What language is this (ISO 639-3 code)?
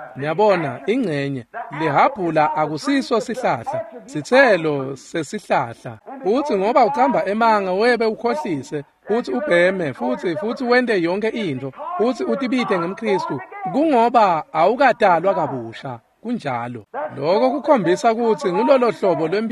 ssw